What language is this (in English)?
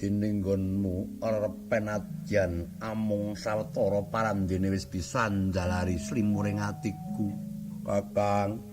Javanese